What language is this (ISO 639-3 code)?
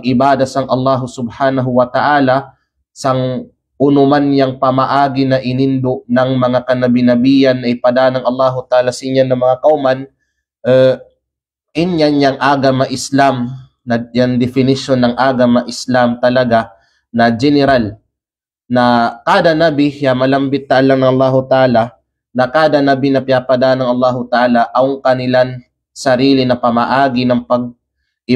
kqe